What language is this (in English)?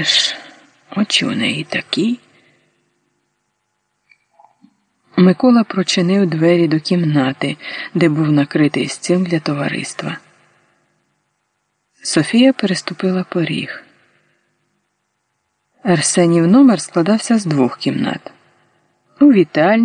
Ukrainian